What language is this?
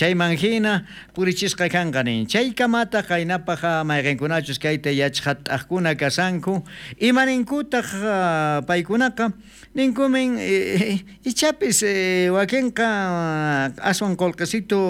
South Bolivian Quechua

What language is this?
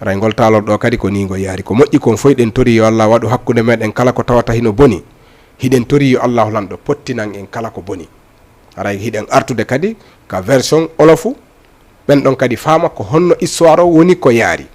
Fula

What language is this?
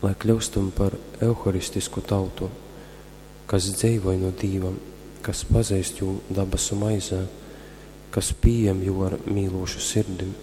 Latgalian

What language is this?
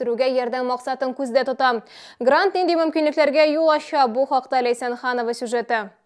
Tatar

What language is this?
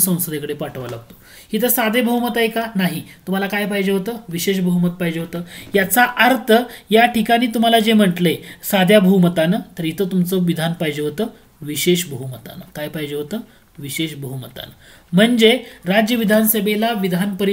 Marathi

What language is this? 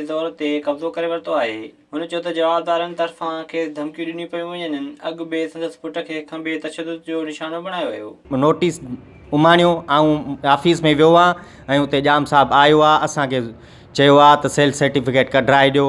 Sindhi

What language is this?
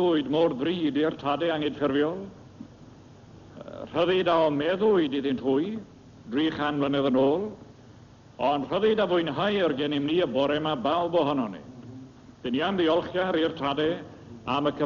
Welsh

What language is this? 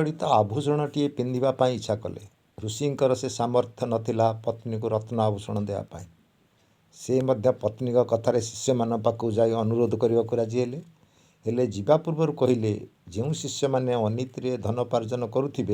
Odia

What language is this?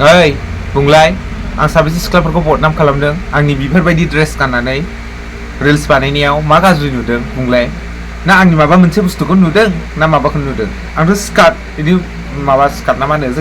Bodo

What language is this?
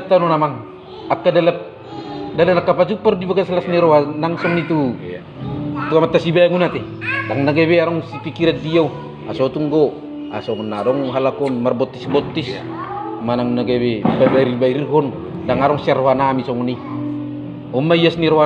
Batak Toba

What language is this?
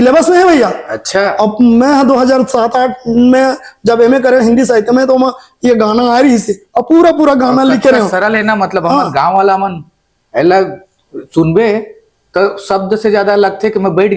Chhattisgarhi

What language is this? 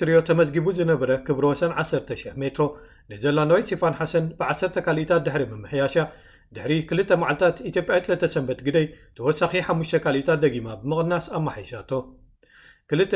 Tigrinya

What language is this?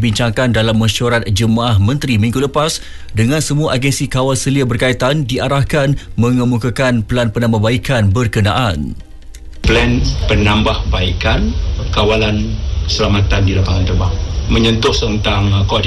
Malay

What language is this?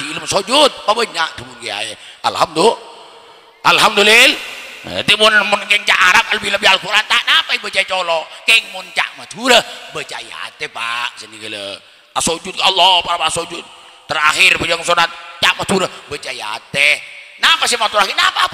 Madurese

